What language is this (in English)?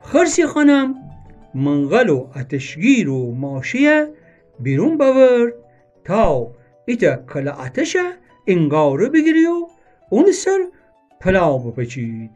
Gilaki